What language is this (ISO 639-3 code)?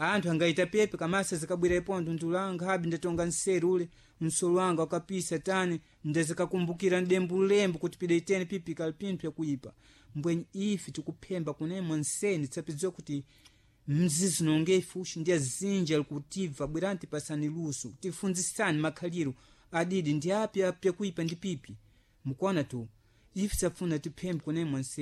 seh